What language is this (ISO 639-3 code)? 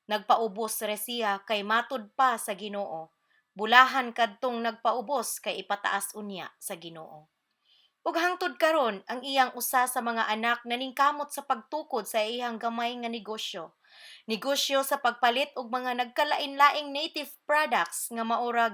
ceb